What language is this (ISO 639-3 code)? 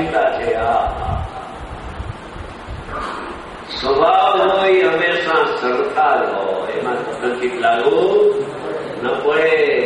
guj